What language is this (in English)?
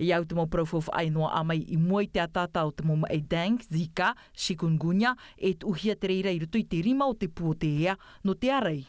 Tahitian